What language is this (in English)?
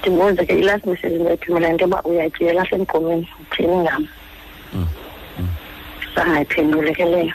Xhosa